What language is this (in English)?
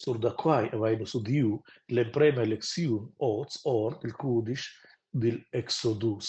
Romansh